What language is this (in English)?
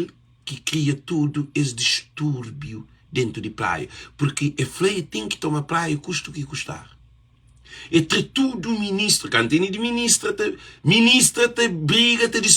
Kabuverdianu